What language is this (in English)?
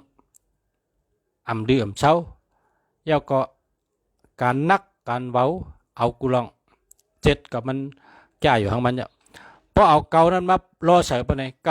Shan